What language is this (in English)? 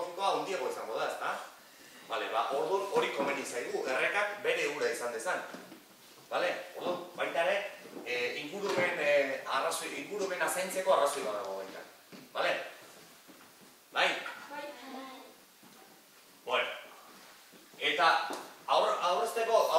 Basque